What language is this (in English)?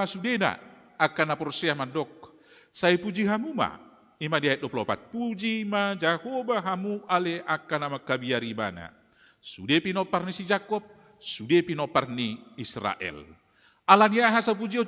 Batak Toba